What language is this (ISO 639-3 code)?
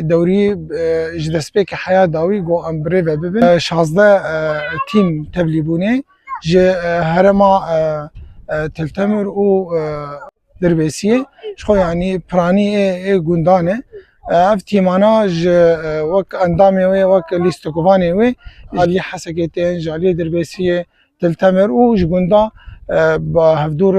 kur